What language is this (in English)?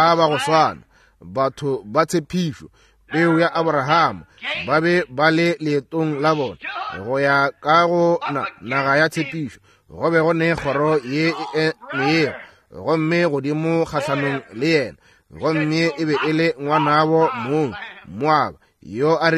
Northern Sotho